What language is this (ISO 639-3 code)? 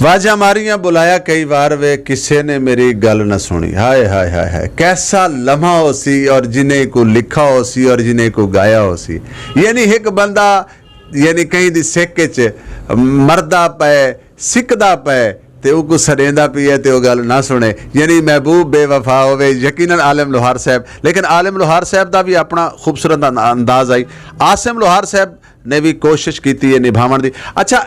skr